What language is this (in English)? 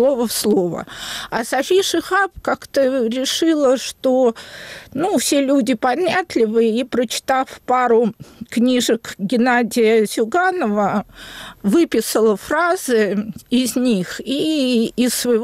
Russian